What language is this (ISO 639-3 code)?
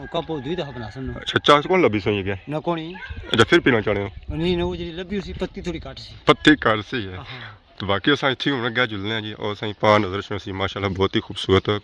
phr